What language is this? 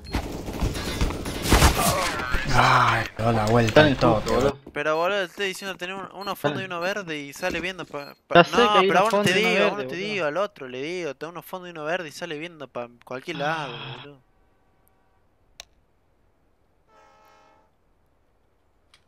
Spanish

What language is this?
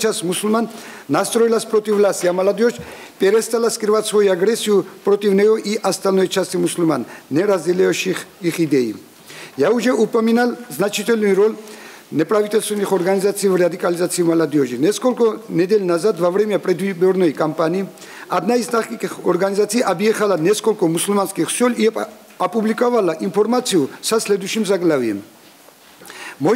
Russian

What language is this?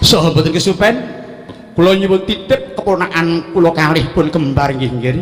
Javanese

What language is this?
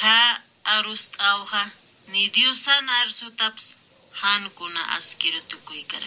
Aymara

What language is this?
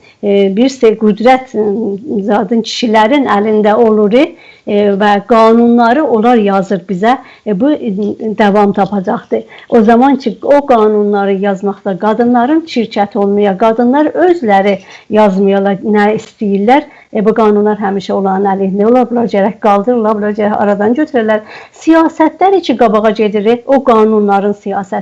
South Azerbaijani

